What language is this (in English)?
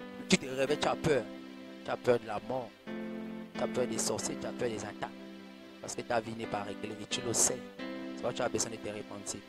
French